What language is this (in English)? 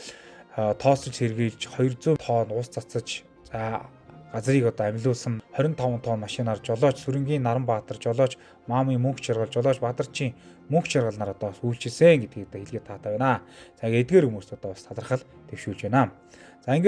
Mongolian